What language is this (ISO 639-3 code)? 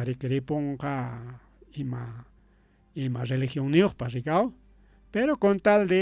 quy